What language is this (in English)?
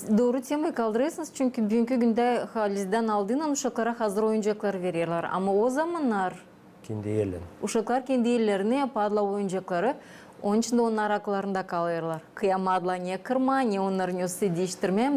Gagauz